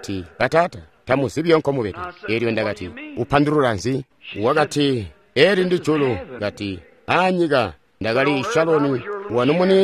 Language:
Tonga (Zambia)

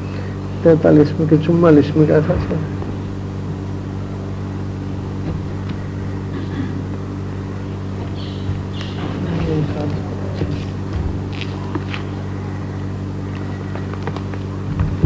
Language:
Gujarati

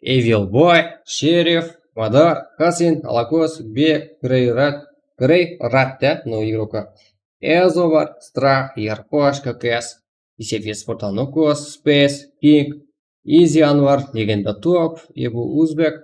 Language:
Kara-Kalpak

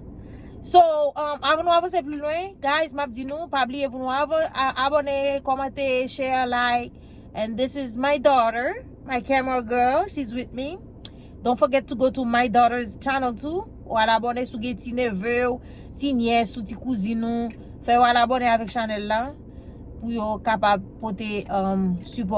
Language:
Haitian Creole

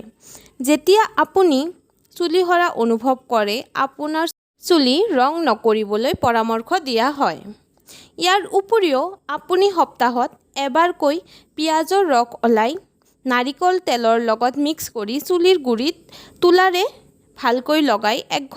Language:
Assamese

